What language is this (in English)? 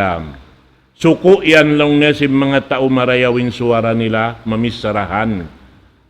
Tausug